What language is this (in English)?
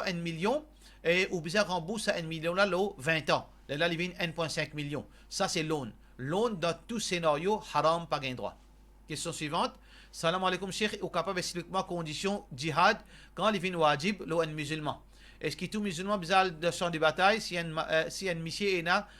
Morisyen